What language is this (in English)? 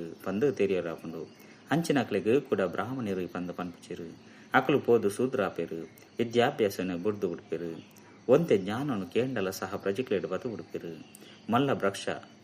Tulu